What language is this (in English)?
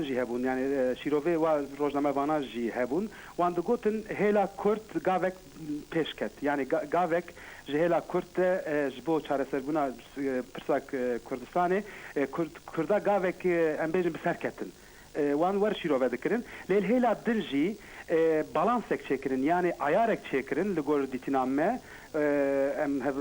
Kurdish